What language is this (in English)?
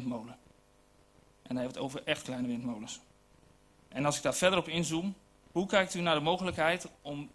Dutch